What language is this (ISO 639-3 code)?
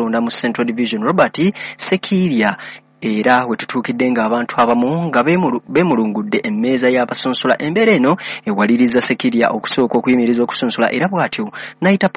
lug